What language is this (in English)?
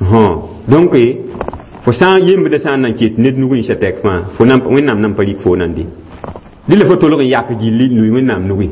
Mossi